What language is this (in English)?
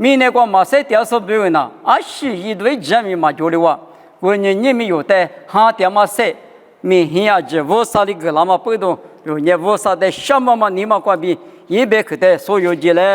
Lisu